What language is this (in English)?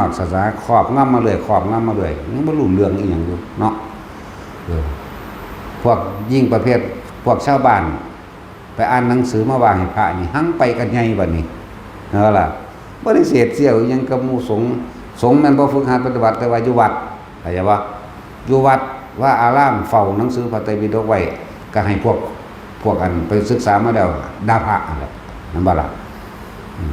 Lao